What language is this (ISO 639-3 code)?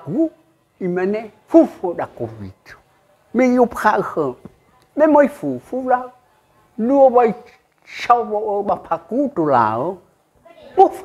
nia